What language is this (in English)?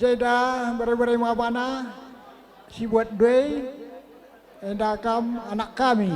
Batak Karo